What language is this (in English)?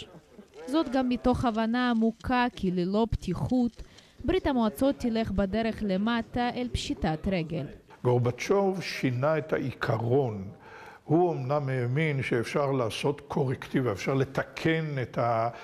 Hebrew